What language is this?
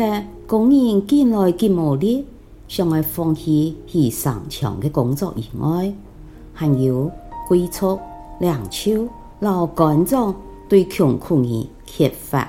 Hakka Chinese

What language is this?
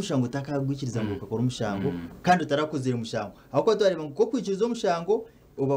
Nyankole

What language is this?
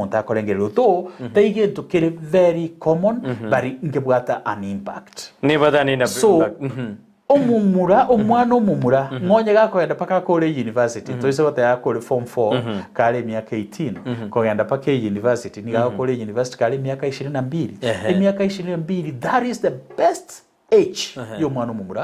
Gusii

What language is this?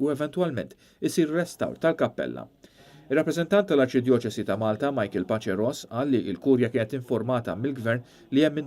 Maltese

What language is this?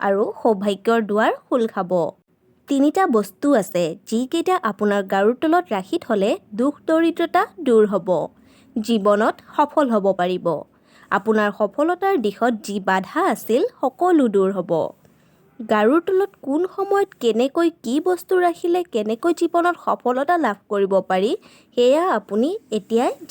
Assamese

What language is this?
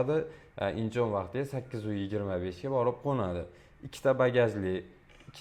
Uzbek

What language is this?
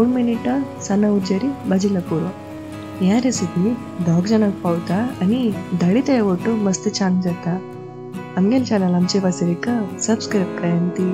Konkani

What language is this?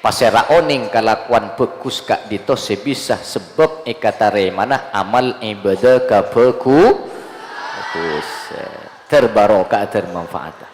Madurese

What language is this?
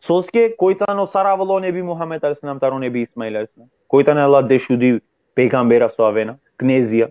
Balkan Romani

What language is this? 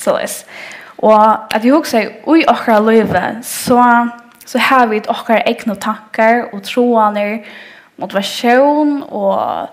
Faroese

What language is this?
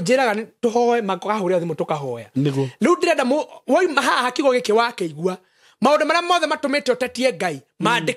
Kikuyu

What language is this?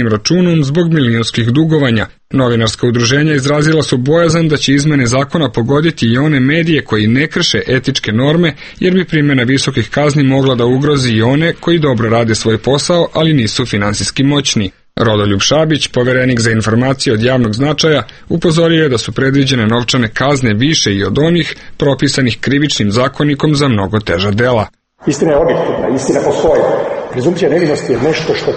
Serbian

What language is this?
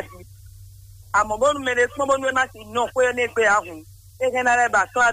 Fon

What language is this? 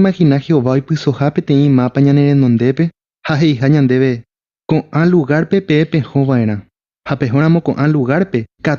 Guarani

